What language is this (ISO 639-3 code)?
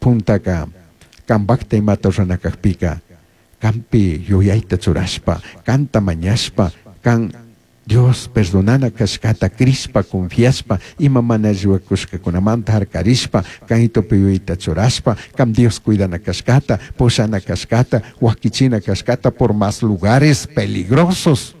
qug